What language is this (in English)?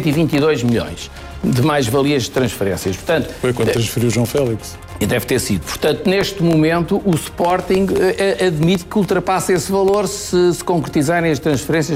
Portuguese